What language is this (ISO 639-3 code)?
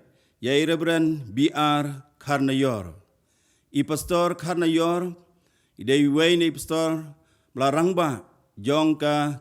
kha